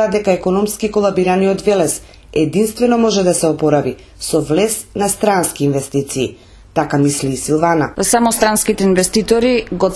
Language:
Macedonian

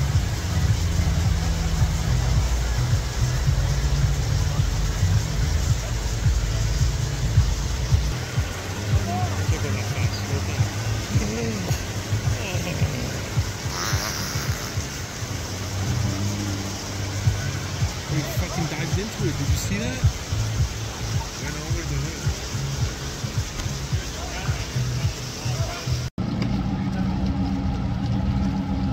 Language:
English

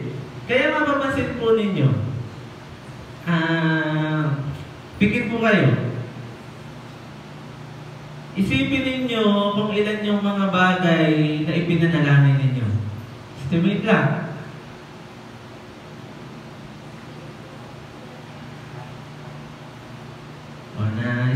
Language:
Filipino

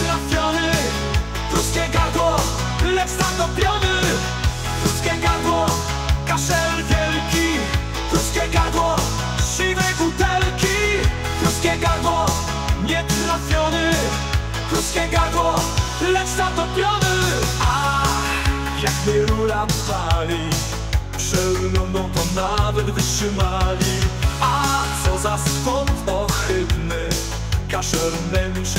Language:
Polish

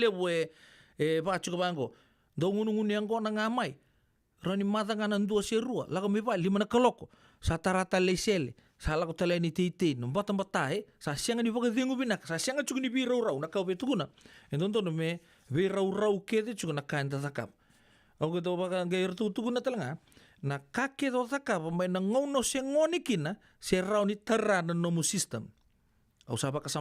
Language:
Fijian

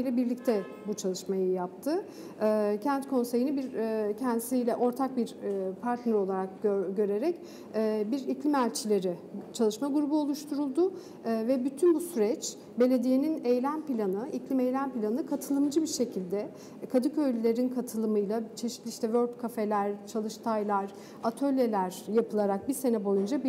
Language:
Turkish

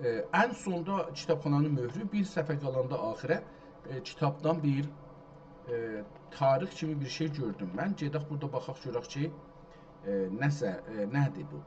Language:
South Azerbaijani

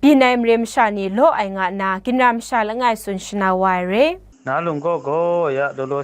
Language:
Kachin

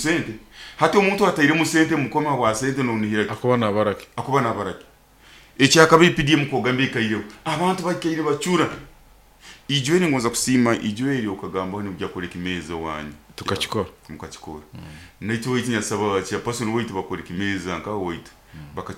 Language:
Nyoro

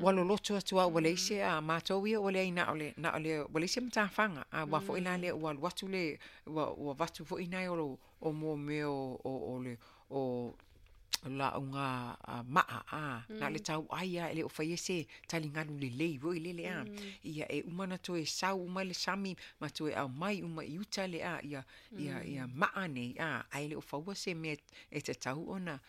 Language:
Samoan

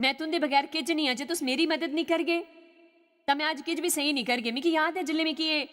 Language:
Dogri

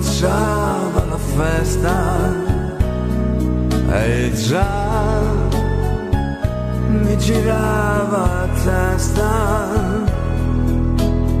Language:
Italian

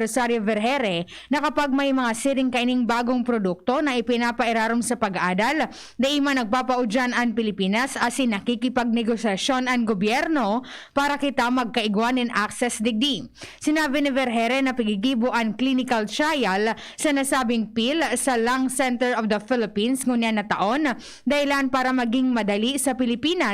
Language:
Bikol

